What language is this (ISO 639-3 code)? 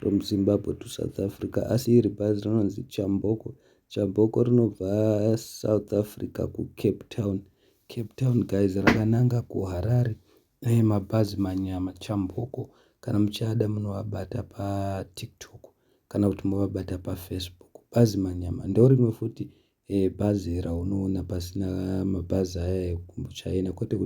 sna